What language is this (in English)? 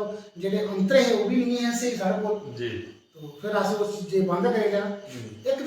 Dogri